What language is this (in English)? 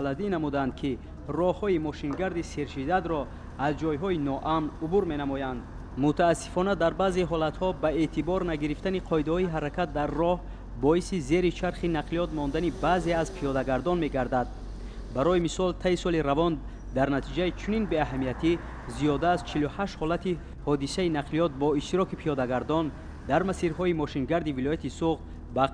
Tajik